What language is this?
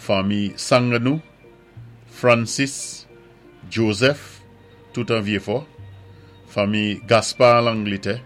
Saint Lucian Creole French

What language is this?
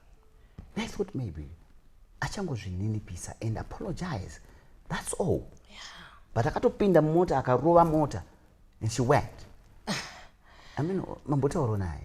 Shona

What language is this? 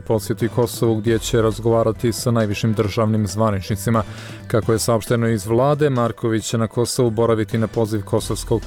Croatian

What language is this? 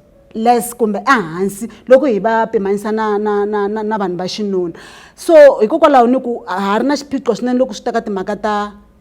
Tsonga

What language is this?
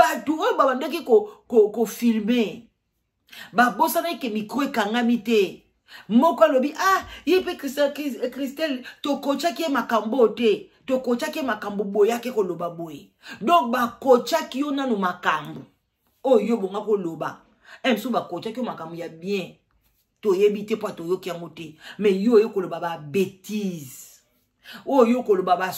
Lingala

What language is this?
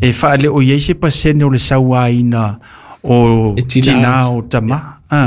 Samoan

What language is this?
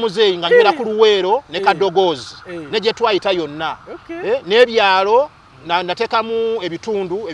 Ganda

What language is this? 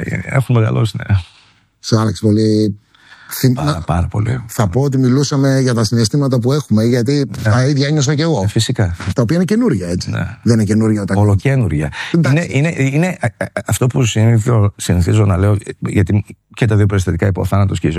Greek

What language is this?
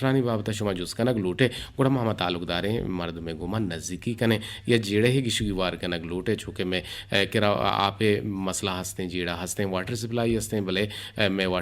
Eastern Balochi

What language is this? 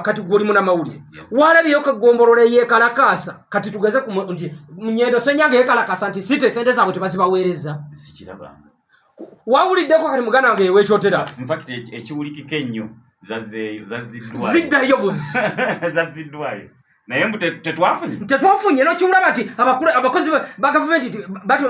Ganda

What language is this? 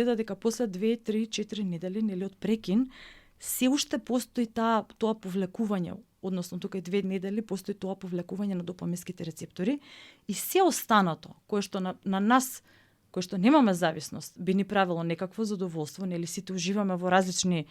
Macedonian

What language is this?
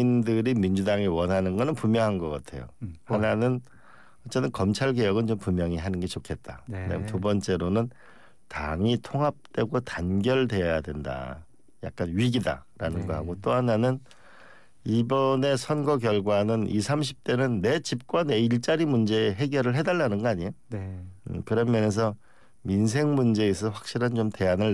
Korean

